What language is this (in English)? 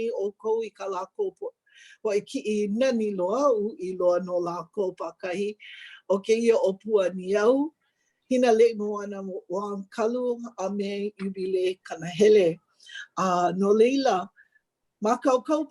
Hawaiian